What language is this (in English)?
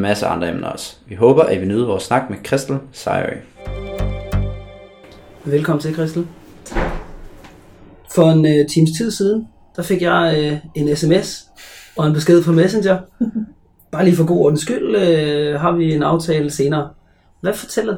Danish